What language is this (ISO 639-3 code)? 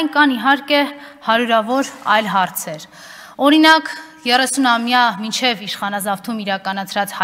hye